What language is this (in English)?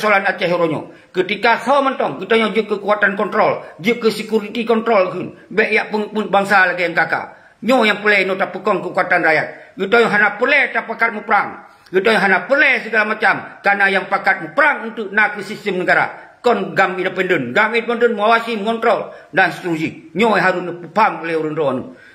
Achinese